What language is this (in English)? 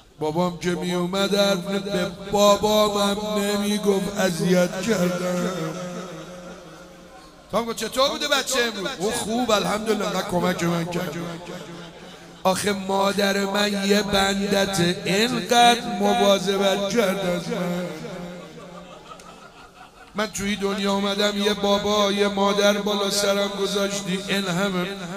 Persian